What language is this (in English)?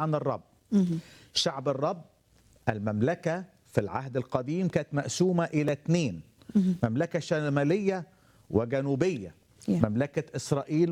Egyptian Arabic